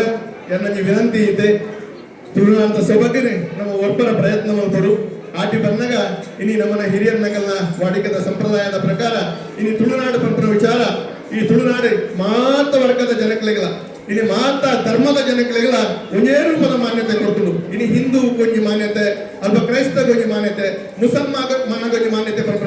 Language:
Tulu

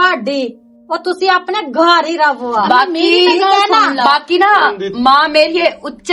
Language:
Western Panjabi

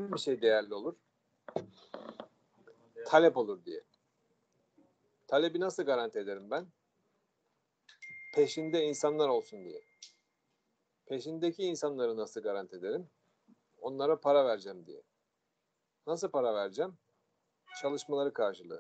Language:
Turkish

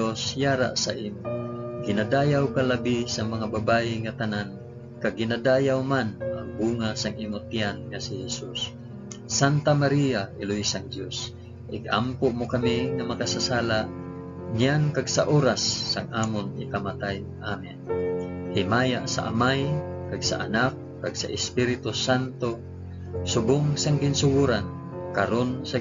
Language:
Hiligaynon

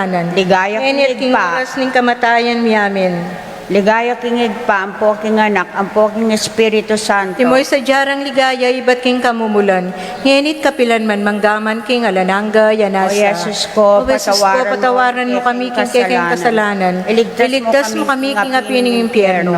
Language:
Pampanga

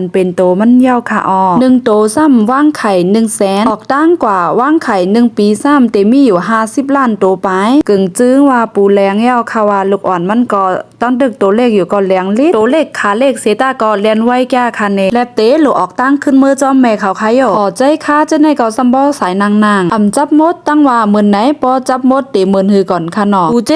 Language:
Shan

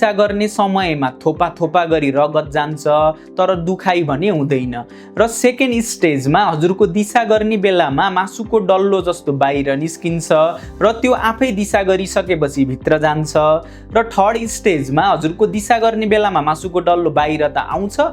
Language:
Nepali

